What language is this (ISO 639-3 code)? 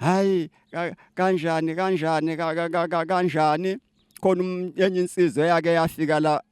zul